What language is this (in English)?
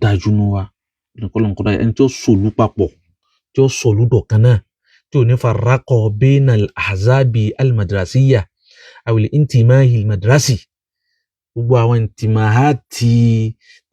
Yoruba